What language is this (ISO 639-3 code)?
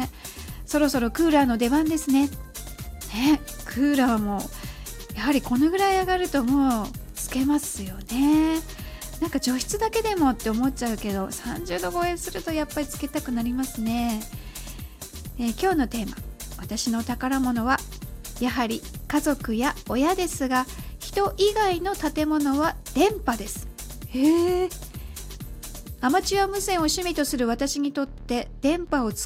jpn